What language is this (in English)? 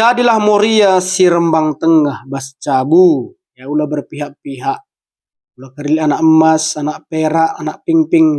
Batak Karo